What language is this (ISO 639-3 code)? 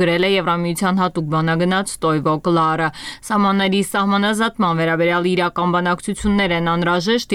hye